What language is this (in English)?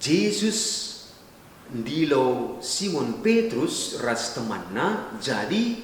Batak Karo